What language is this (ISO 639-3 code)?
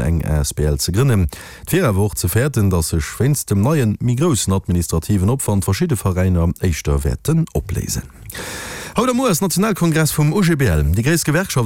ltz